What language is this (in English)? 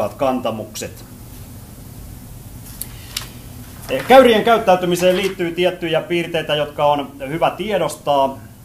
Finnish